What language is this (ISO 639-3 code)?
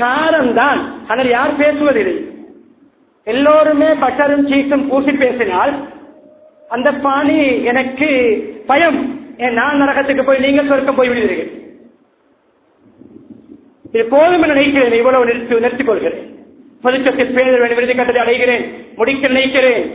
tam